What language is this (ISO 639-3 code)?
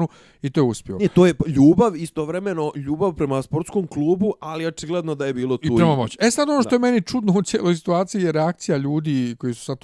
bos